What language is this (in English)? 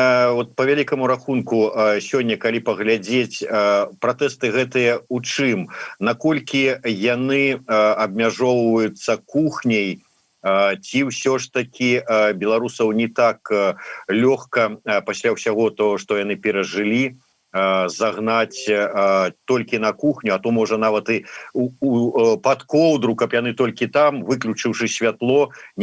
Belarusian